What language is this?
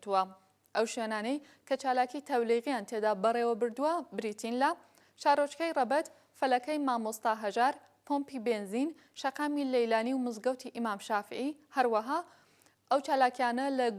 Central Kurdish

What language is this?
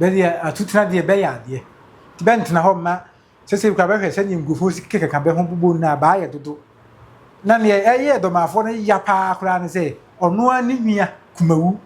Akan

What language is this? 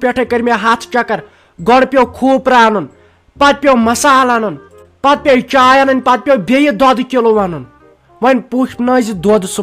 Kashmiri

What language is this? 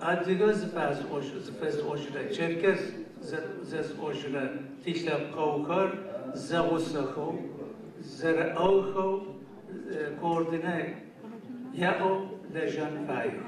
Adyghe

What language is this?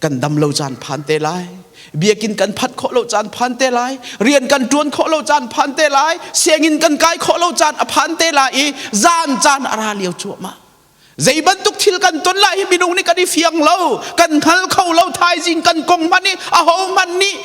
Hakha Chin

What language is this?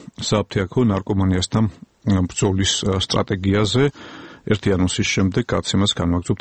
Georgian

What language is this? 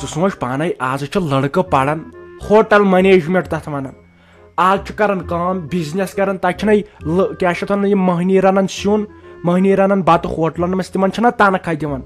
Kashmiri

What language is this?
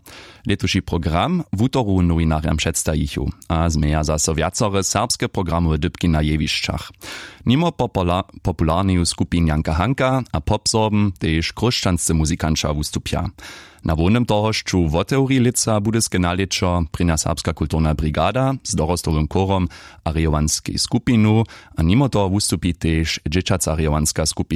Upper Sorbian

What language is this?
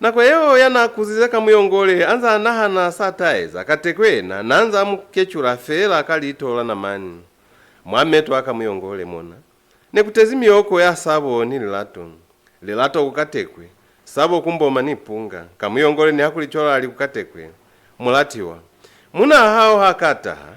Lozi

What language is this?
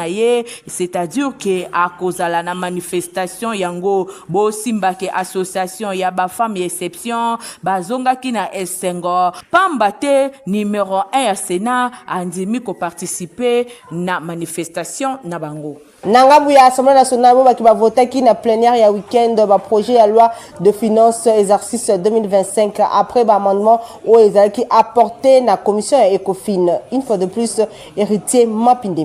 Lingala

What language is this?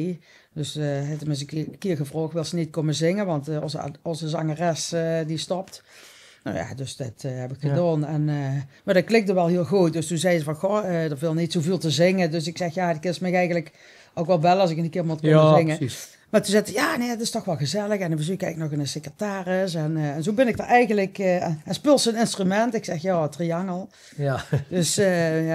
Limburgish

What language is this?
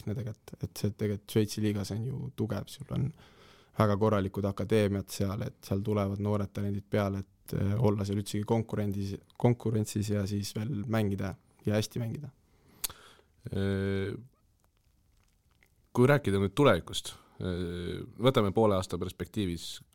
Estonian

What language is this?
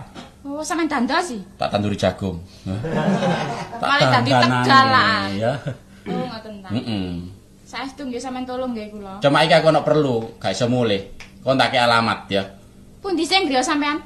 Javanese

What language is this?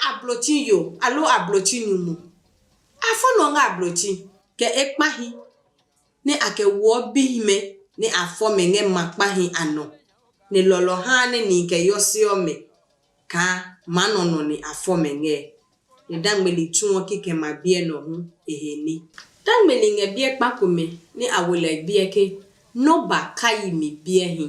Adangme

